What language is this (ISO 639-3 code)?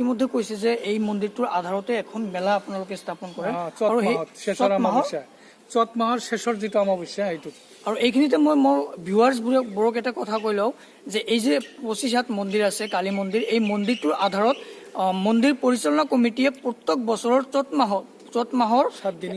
asm